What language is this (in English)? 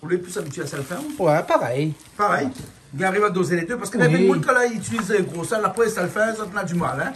Réunion Creole French